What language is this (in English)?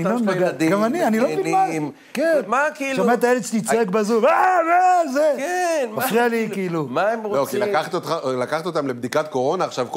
Hebrew